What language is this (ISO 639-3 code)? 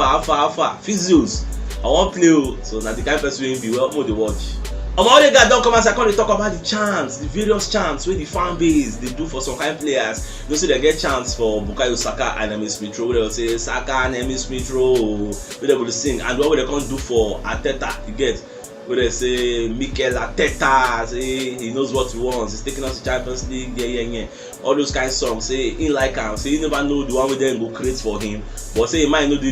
pcm